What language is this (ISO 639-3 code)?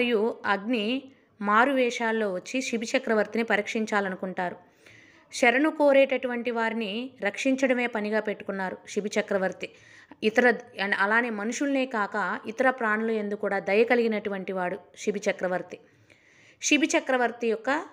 tel